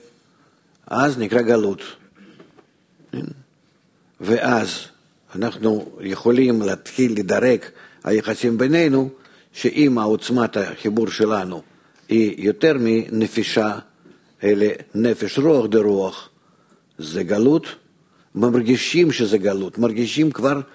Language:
Hebrew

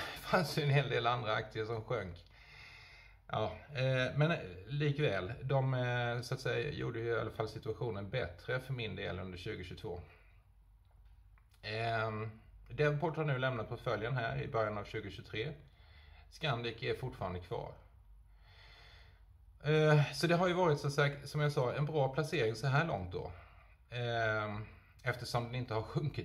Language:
Swedish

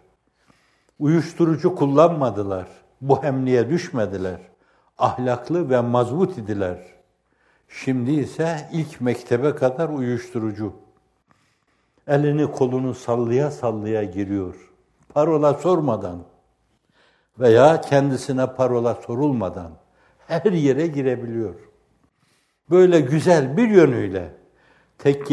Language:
Turkish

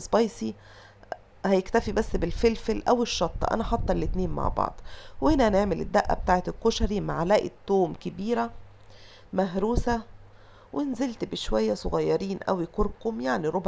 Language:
Egyptian Arabic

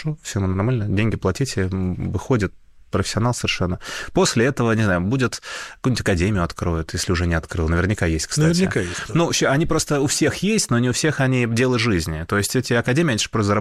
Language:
Russian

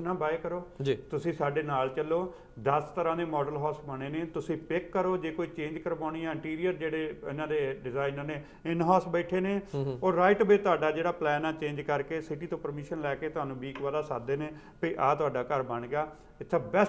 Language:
Punjabi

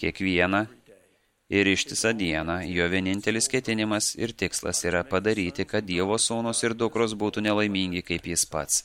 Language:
Lithuanian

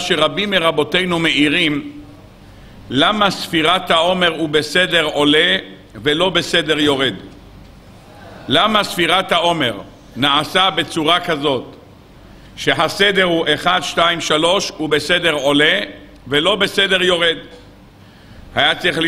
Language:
Hebrew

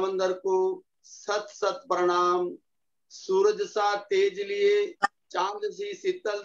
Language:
Hindi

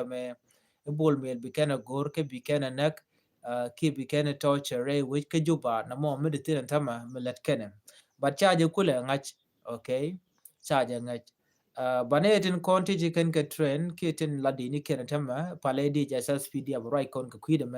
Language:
Nuer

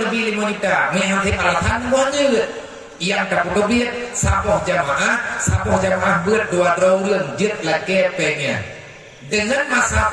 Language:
Achinese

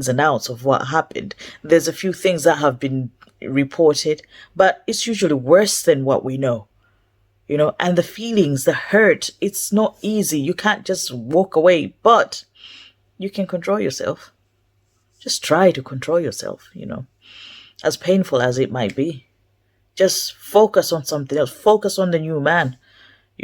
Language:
English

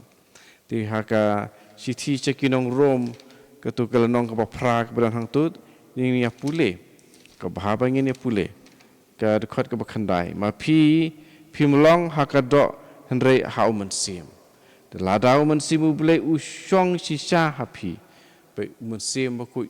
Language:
Khasi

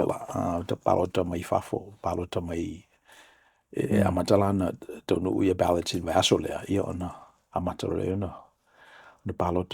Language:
Samoan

